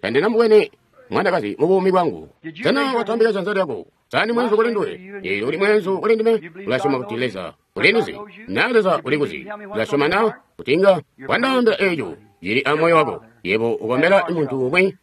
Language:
Tonga (Zambia)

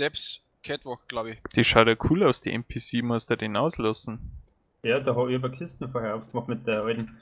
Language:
Bavarian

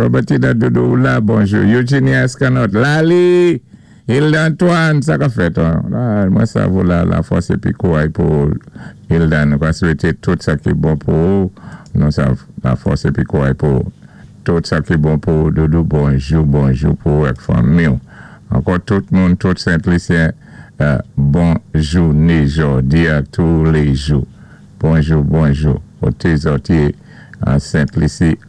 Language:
Saint Lucian Creole French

